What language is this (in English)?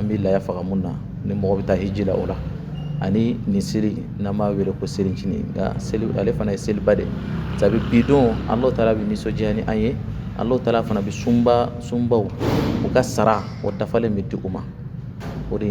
Bambara